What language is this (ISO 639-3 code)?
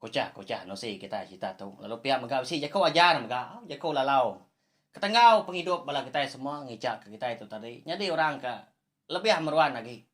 iba